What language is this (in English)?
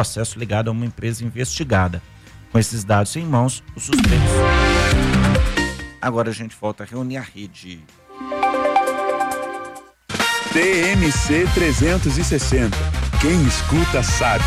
Portuguese